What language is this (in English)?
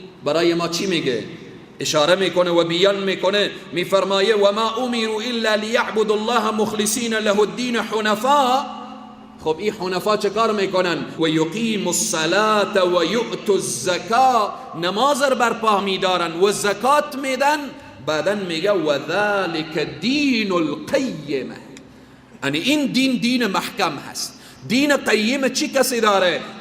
Persian